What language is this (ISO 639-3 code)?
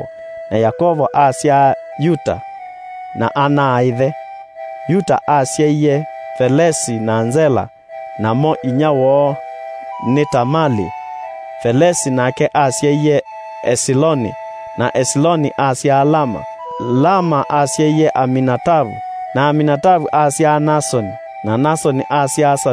kam